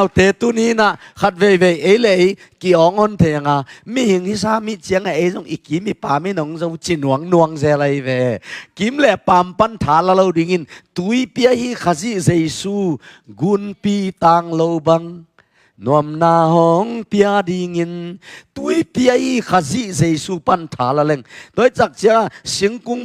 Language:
Tedim Chin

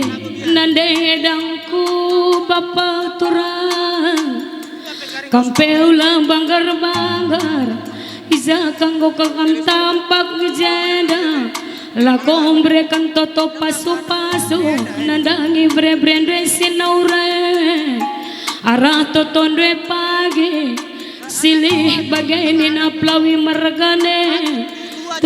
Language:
Batak Karo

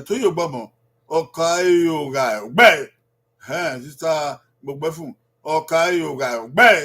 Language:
Bini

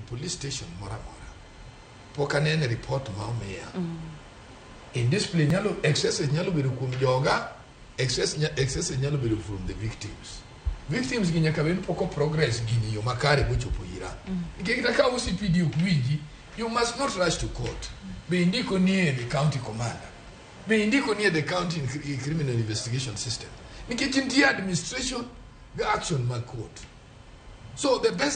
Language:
Luo (Kenya and Tanzania)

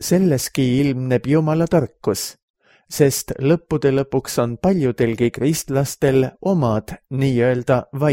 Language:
Estonian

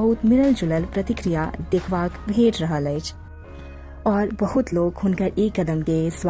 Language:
Maithili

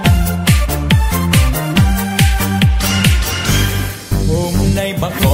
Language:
Vietnamese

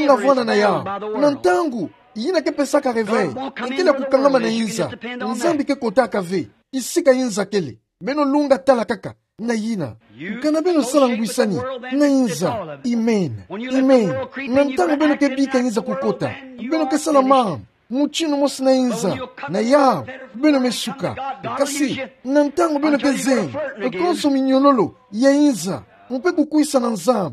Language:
Kituba (Democratic Republic of Congo)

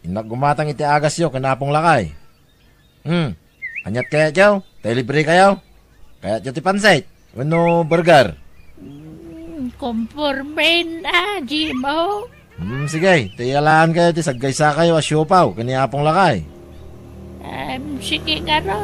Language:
Iloko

